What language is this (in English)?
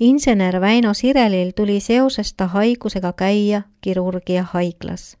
Estonian